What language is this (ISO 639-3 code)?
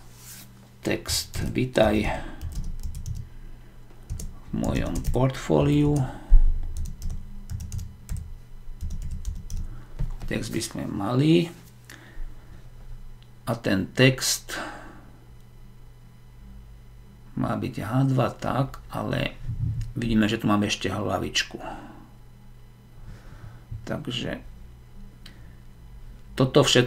slk